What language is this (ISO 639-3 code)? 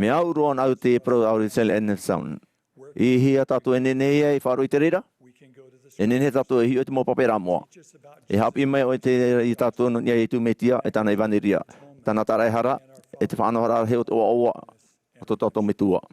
tah